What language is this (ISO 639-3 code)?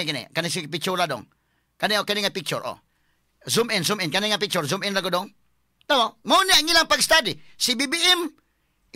ceb